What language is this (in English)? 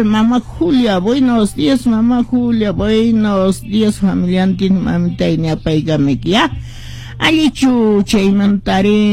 Quechua